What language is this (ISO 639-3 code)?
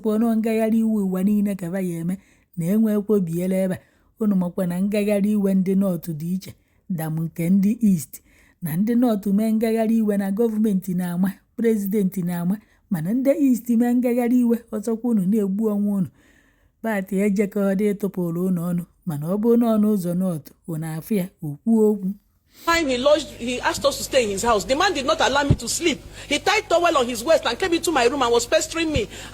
ibo